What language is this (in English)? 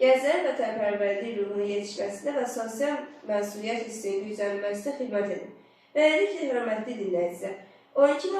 Azerbaijani